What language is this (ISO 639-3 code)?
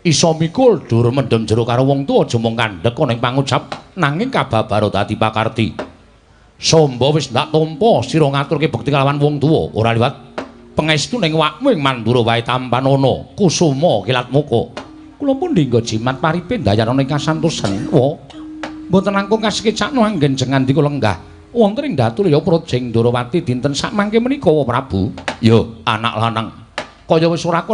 jav